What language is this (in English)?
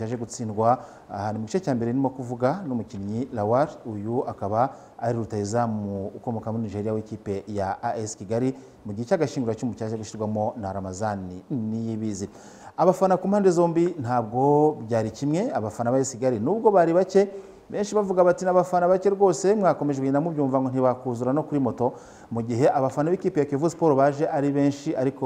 Kinyarwanda